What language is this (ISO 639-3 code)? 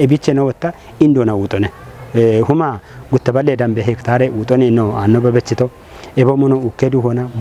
kbr